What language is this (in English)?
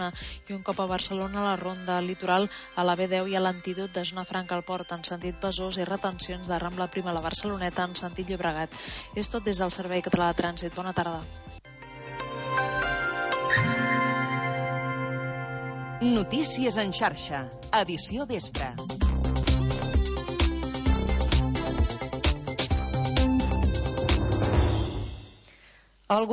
Catalan